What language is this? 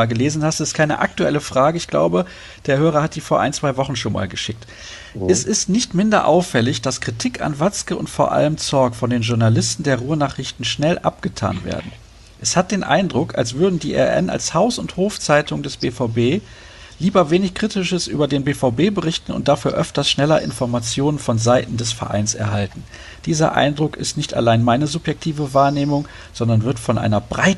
German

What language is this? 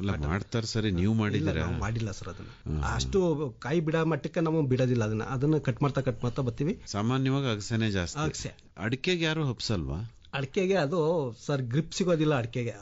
Kannada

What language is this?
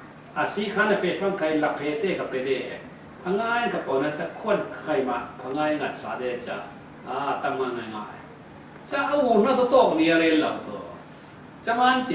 Falam Chin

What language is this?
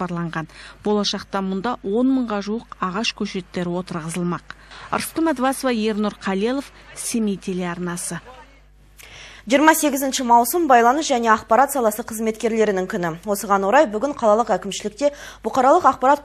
Kazakh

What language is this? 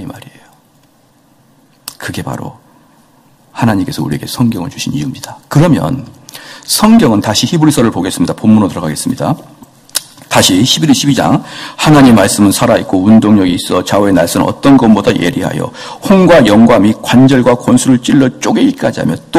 Korean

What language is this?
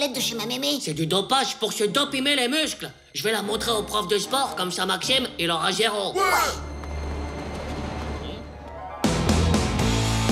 French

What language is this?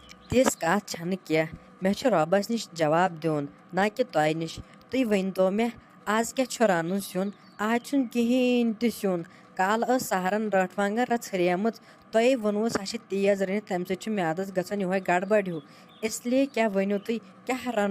Kashmiri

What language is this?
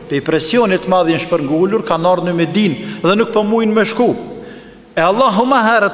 Albanian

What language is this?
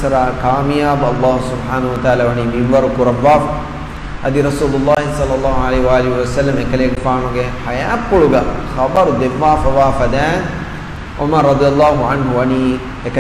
Divehi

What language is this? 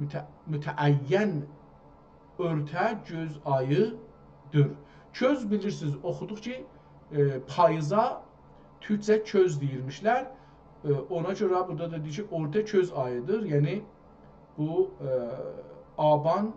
South Azerbaijani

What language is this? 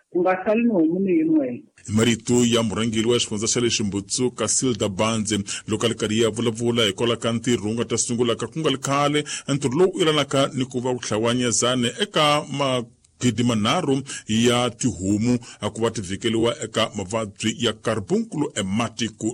Tsonga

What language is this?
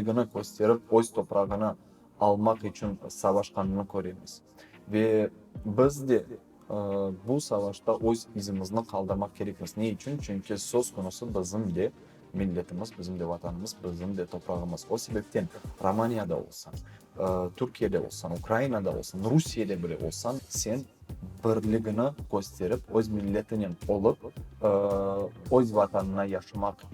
Crimean Tatar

